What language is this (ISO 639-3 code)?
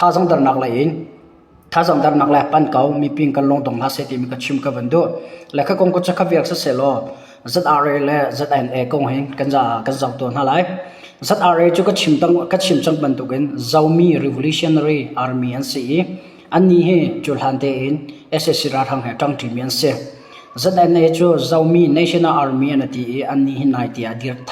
cnh